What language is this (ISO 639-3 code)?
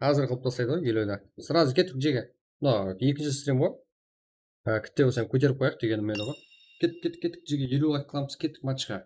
kaa